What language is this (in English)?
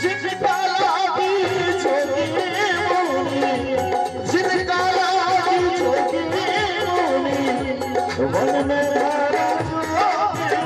Maithili